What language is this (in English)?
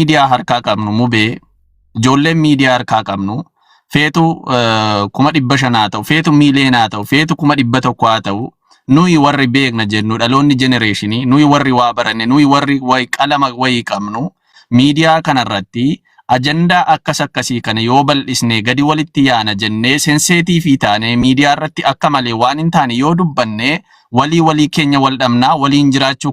Oromo